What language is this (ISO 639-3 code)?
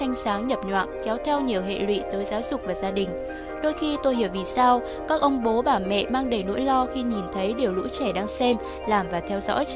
vie